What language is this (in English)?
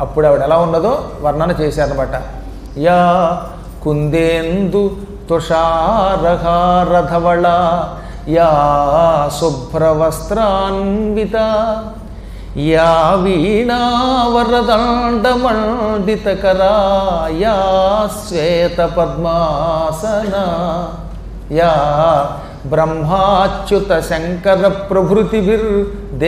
Telugu